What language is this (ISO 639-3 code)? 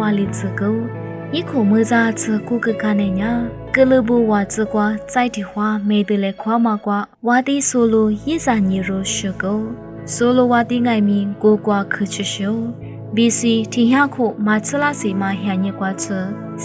lis